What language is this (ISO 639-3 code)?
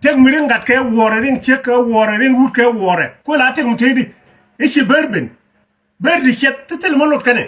nus